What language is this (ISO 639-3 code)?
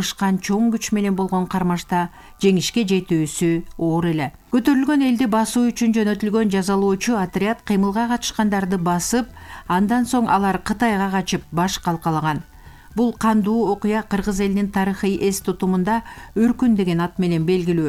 kir